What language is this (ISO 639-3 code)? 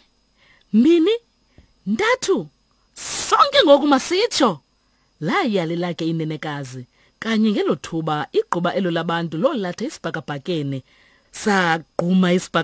xho